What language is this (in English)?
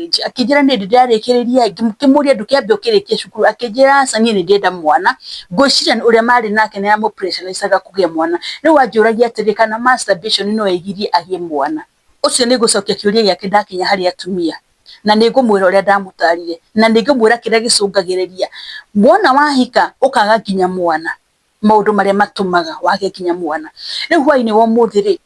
Kikuyu